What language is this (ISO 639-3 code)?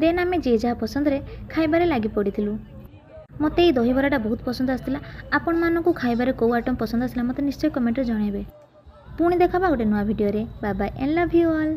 ori